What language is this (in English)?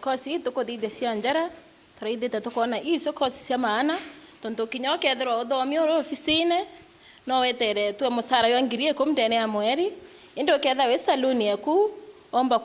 Meru